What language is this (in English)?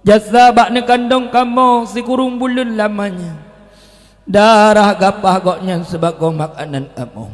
Achinese